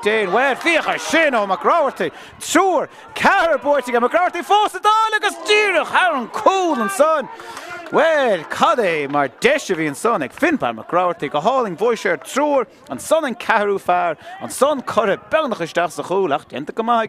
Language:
Irish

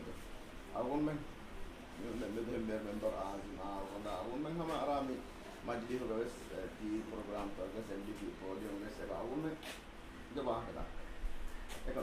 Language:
Divehi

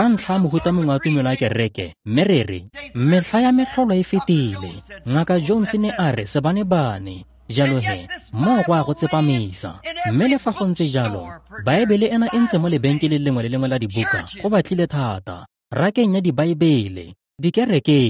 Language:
Tswana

